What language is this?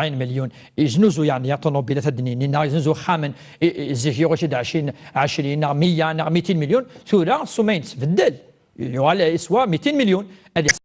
Kabyle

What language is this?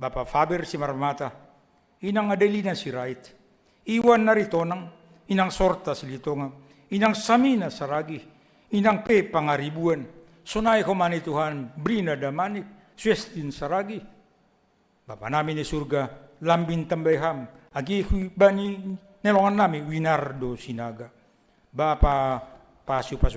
Batak Simalungun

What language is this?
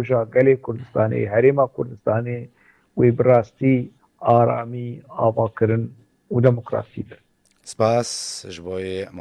Kurdish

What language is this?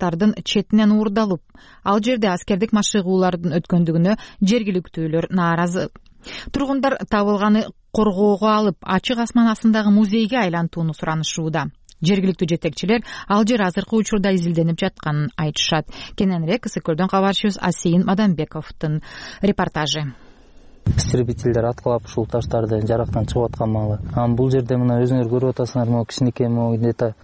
Kyrgyz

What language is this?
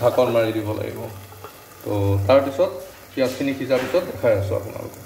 Assamese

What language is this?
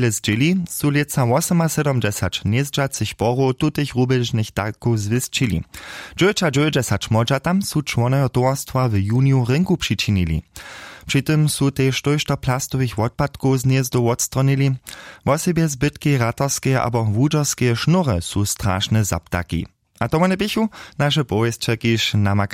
Upper Sorbian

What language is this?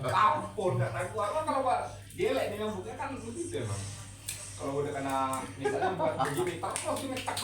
Betawi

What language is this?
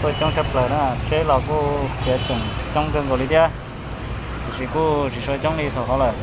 Hmong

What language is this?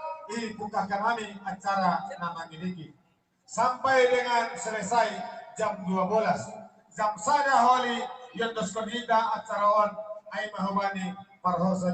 Batak Simalungun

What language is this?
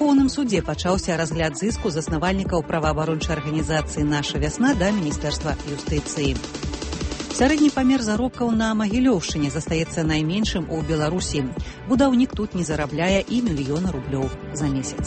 Belarusian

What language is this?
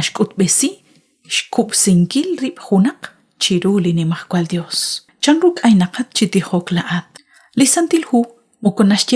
Kekchí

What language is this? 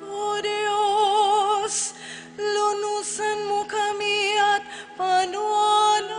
Pampanga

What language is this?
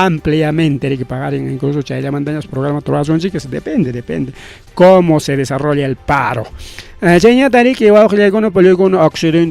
Ayacucho Quechua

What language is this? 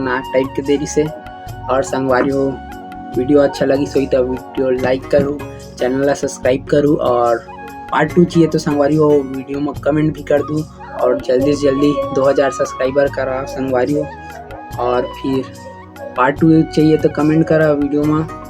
Chhattisgarhi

